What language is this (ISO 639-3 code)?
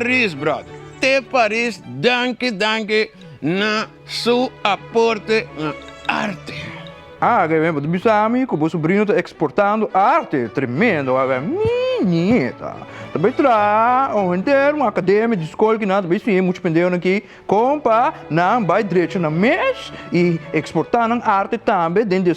pap